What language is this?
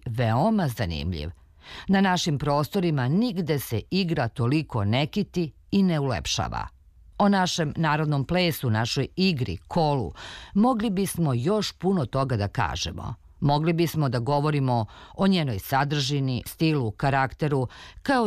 Serbian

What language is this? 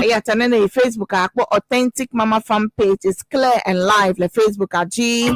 Ewe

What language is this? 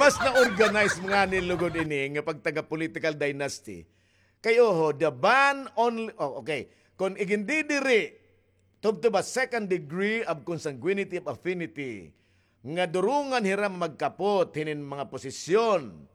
Waray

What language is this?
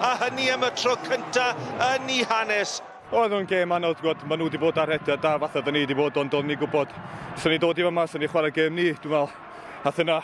Welsh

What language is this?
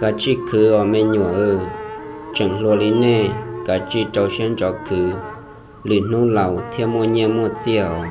Hmong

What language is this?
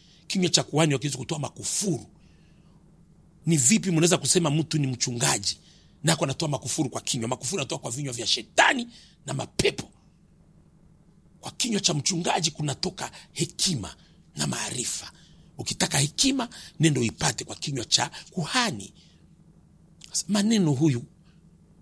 Swahili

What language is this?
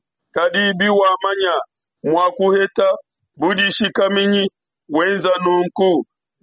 Luba-Lulua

